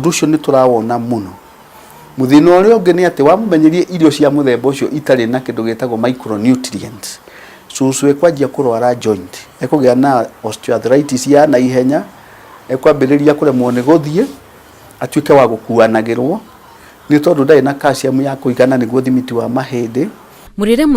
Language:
Kikuyu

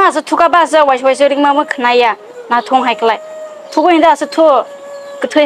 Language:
Kok Borok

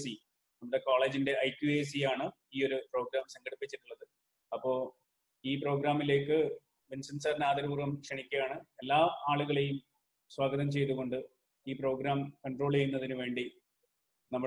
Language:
Malayalam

